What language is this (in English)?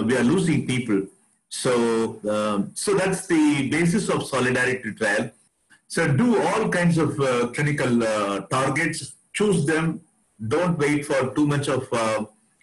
English